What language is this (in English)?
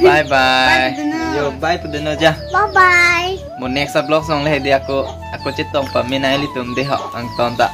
Karbi